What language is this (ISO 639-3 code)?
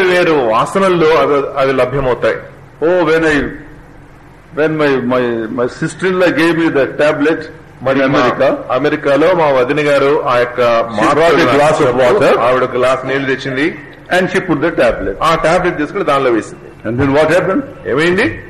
tel